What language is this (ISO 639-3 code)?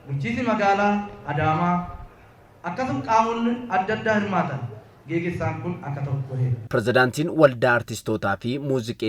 orm